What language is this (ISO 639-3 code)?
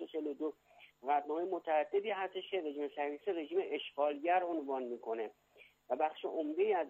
fas